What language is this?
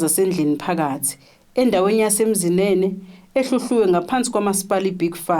Zulu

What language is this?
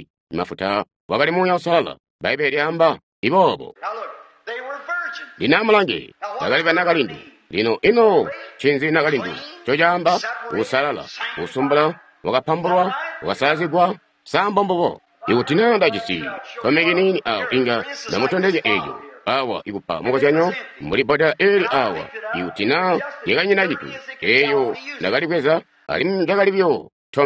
Tonga (Zambia)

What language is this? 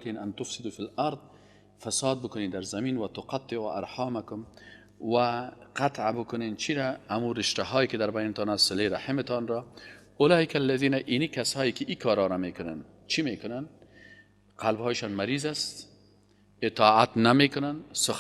Persian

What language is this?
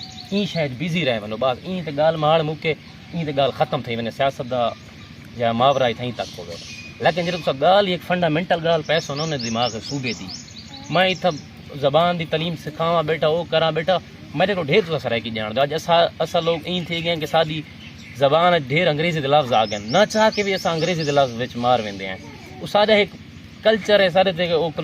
Saraiki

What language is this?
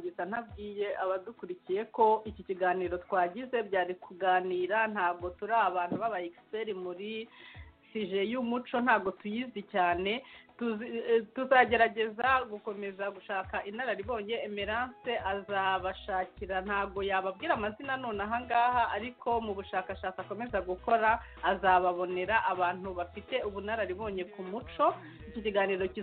Kinyarwanda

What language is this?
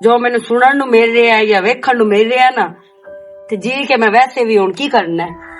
Western Panjabi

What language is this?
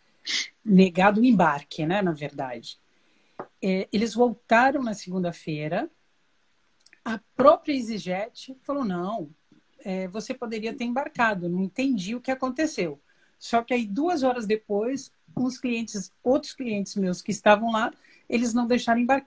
Portuguese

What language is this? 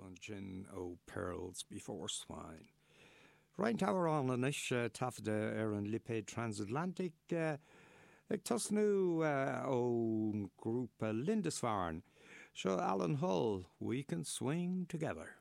Irish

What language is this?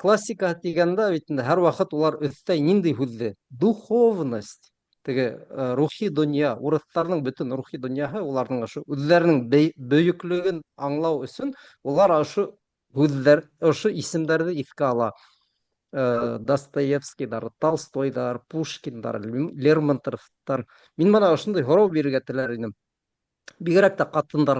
Bashkir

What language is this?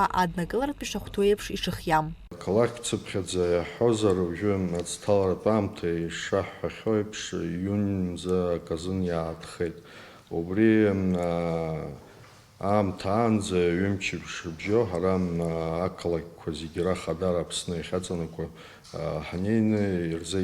Abkhazian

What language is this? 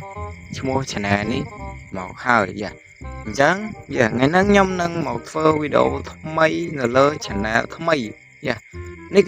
Khmer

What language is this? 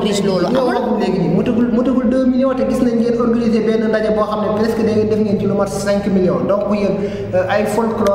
Wolof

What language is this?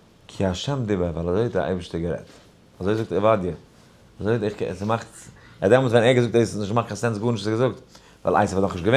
Yiddish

